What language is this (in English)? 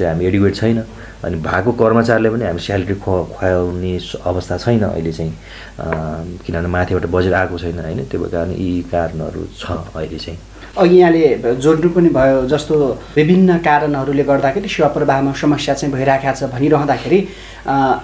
Nepali